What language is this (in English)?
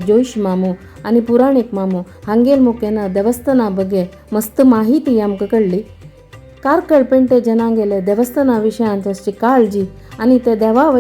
Konkani